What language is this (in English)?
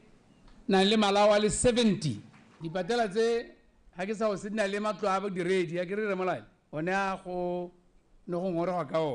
Tswana